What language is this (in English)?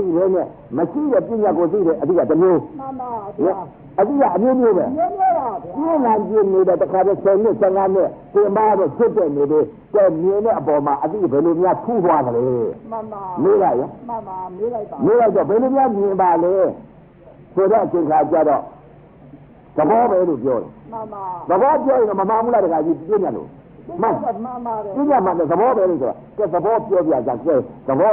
Burmese